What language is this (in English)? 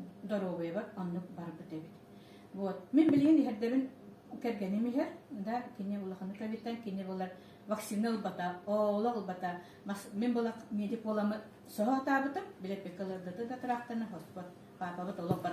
Yakut